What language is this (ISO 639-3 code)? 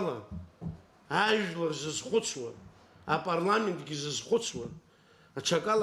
abk